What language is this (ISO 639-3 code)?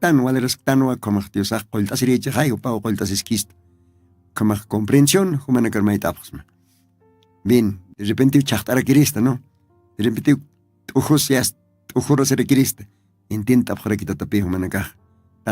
aym